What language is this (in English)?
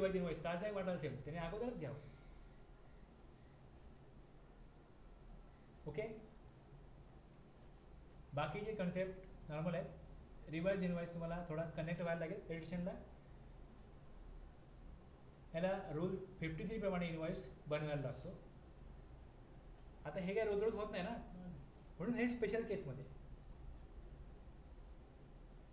Marathi